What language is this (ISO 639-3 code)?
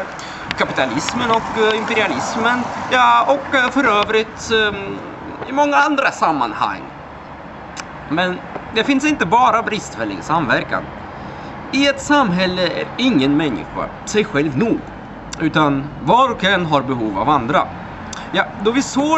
swe